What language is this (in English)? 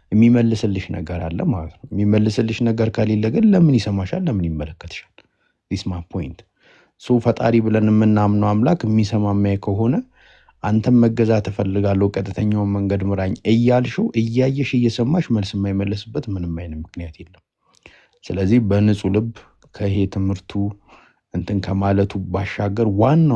Amharic